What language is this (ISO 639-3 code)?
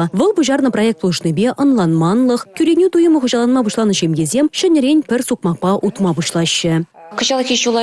chv